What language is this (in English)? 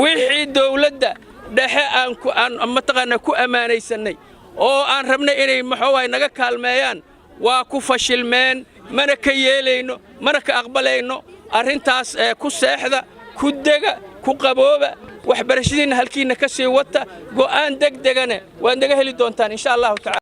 Somali